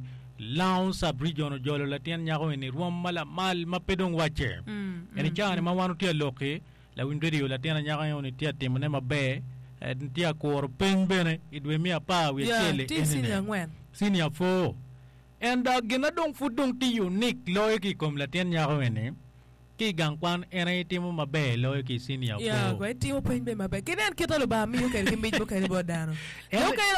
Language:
Acoli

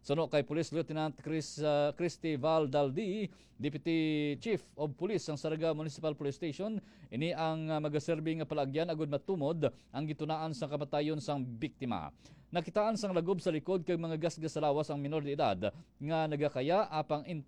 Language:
Hiligaynon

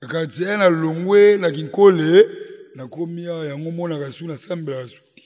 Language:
Lingala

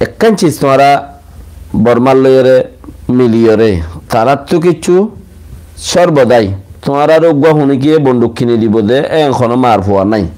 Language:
Rohingya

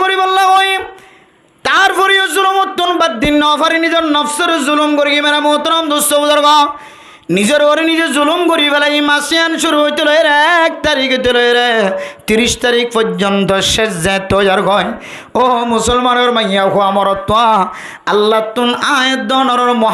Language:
Rohingya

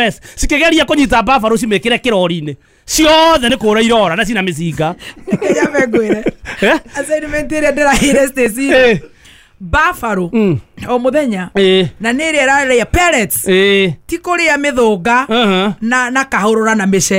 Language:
Kikuyu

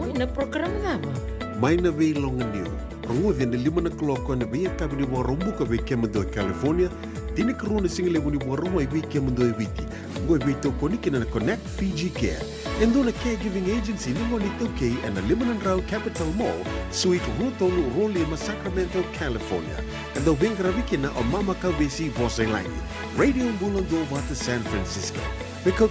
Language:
Fijian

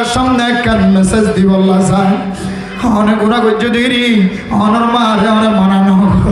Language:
Rohingya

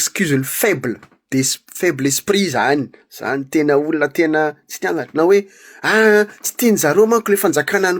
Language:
Malagasy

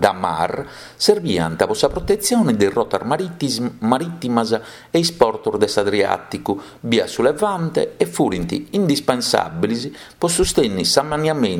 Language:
Sardinian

